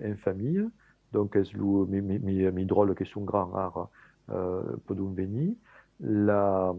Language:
Occitan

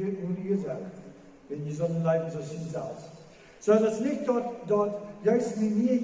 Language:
Plautdietsch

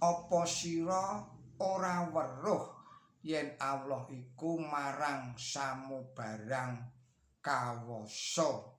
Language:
Javanese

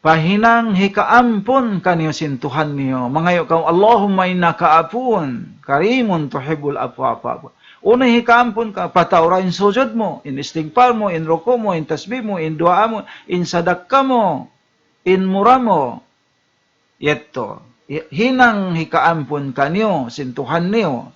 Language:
Tausug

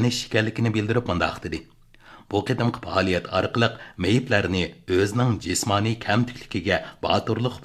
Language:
Uyghur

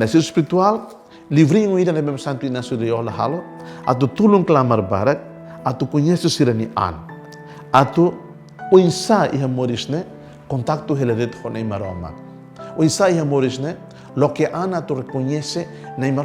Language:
Tetum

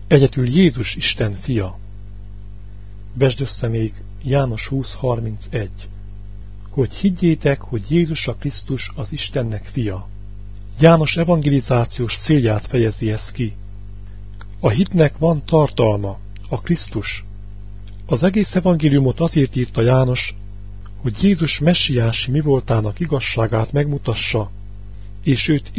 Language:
Hungarian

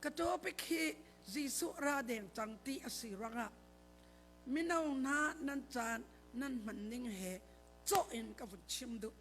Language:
Hakha Chin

